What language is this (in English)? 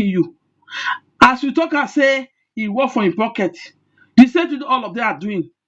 Nigerian Pidgin